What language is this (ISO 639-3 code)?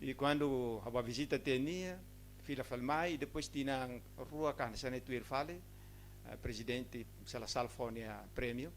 tet